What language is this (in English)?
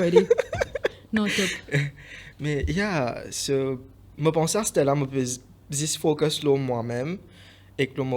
Morisyen